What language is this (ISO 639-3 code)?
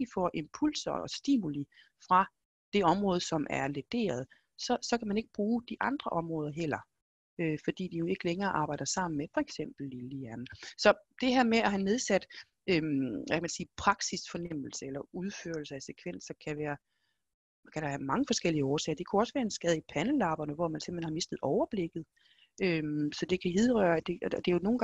dan